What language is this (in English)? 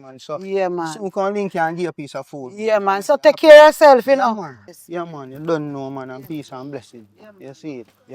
Jamaican Creole English